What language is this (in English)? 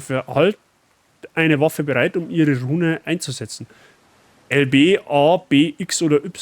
Bavarian